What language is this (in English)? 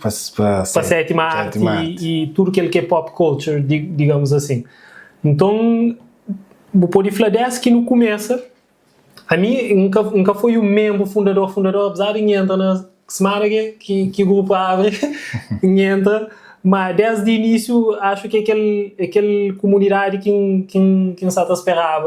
Kabuverdianu